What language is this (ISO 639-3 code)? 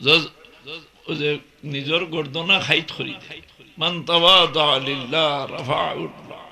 syl